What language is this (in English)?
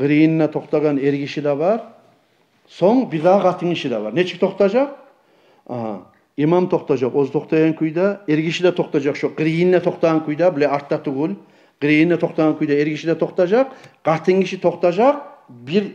Kumyk